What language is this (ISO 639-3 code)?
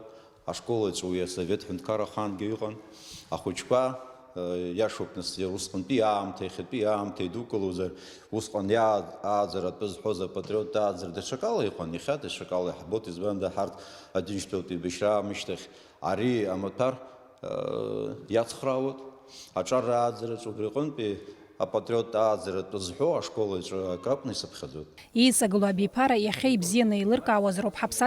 abk